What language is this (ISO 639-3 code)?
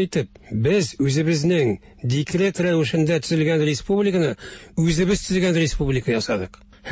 tat